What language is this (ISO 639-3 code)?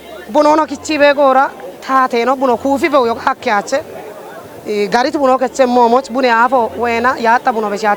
kbr